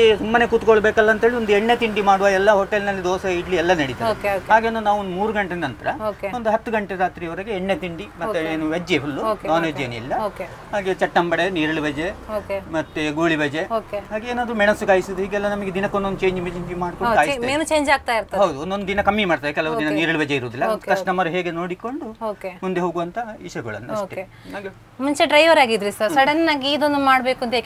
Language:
Kannada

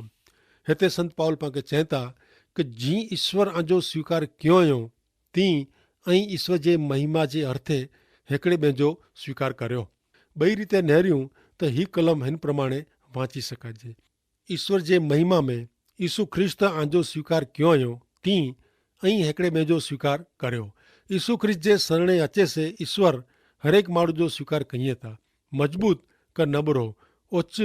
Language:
Kachhi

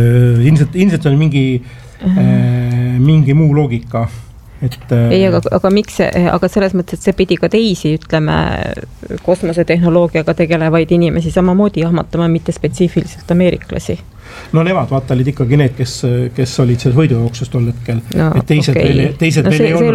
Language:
Estonian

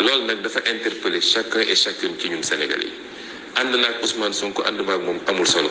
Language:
Wolof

